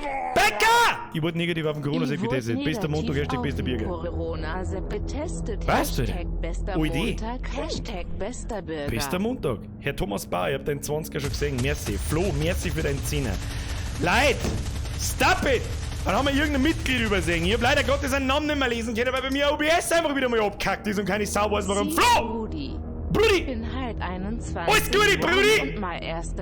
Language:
Bavarian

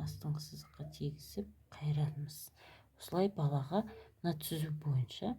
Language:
Kazakh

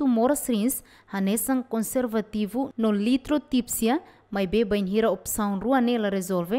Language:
Tetum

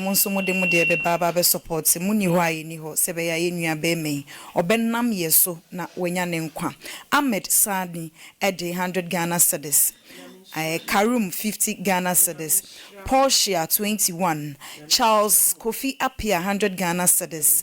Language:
Akan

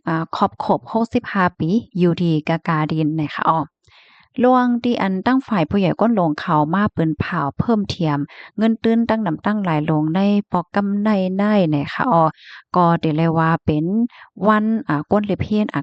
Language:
Shan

